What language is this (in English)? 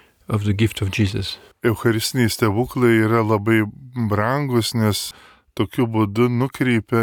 Lithuanian